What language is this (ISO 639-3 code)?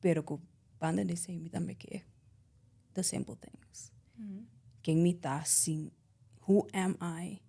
pap